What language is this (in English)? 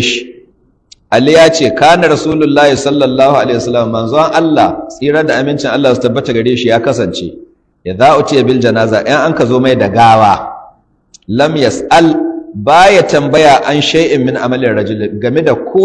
Hausa